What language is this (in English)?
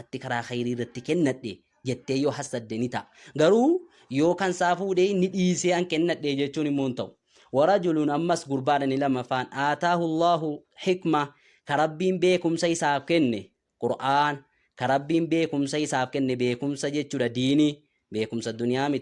Oromo